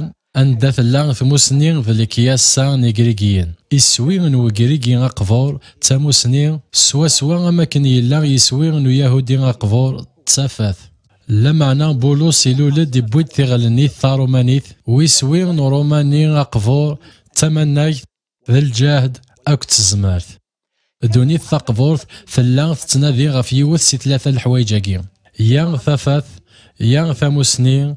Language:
Kabyle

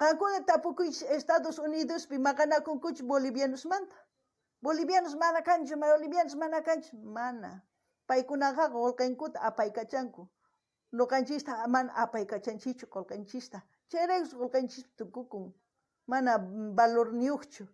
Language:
South Bolivian Quechua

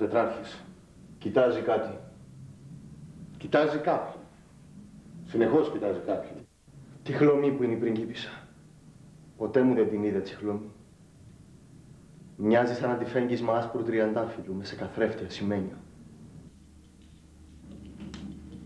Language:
Greek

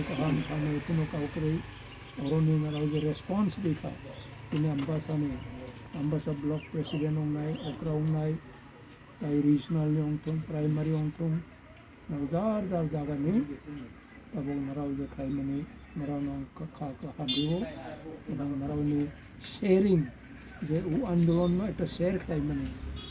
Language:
Kok Borok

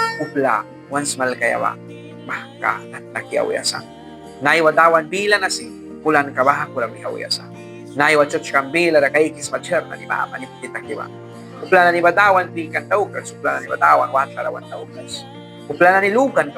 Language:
Mískito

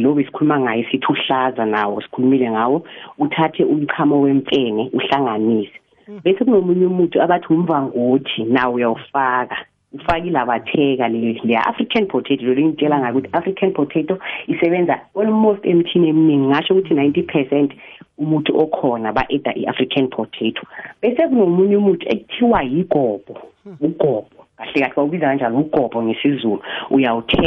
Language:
South Ndebele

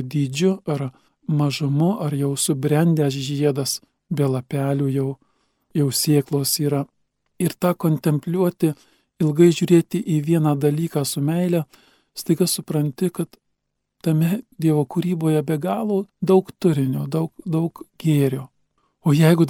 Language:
Lithuanian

